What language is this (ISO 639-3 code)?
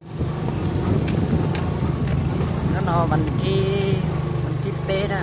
hmn